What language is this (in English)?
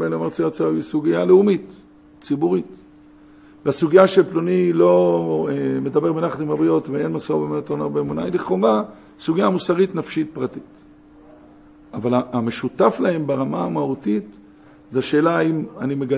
Hebrew